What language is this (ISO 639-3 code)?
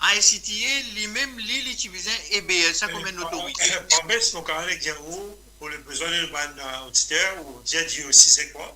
mfe